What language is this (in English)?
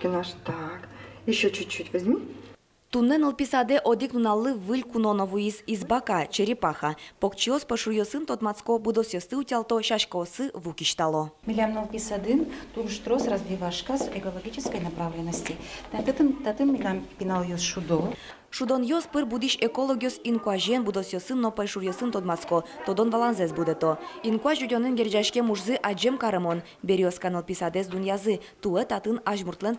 Udmurt